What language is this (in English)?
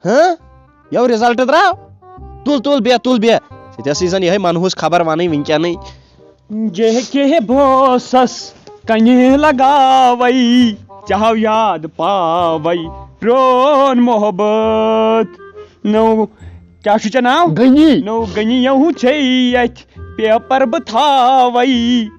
Kashmiri